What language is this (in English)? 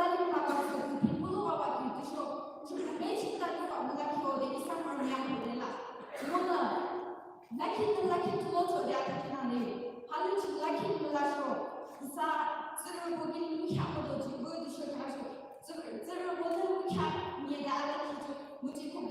Yimchungru Naga